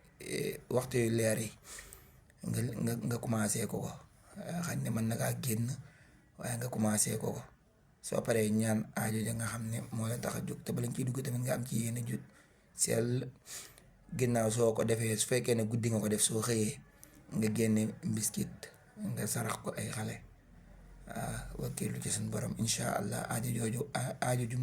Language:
Wolof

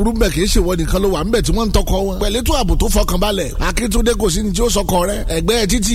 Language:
Yoruba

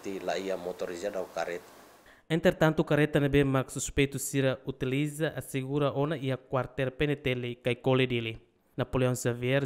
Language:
Tetum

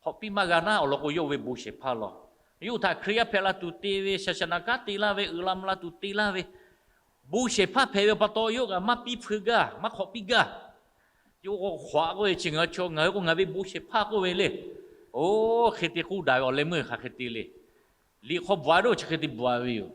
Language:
Lahu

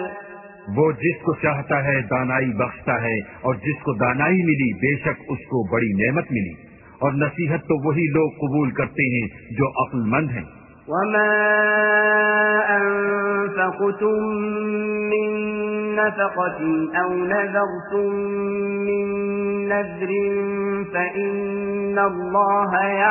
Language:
Urdu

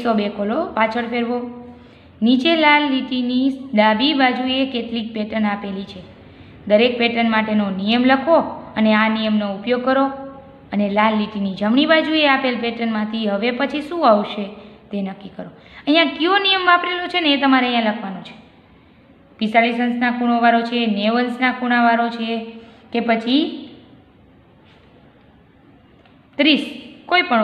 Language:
Gujarati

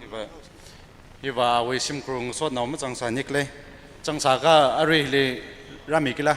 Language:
Tangkhul Naga (India)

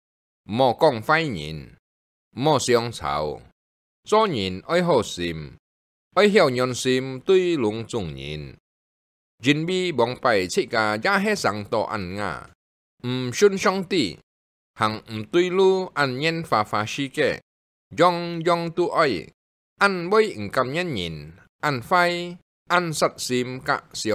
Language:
Hakka Chinese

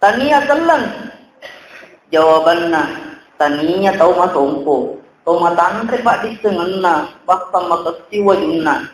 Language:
Buginese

